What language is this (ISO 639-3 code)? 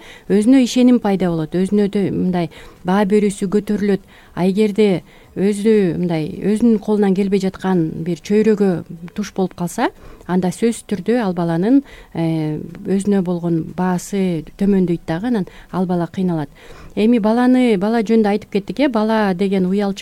kir